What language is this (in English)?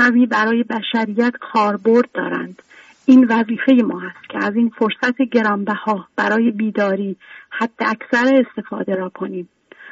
Persian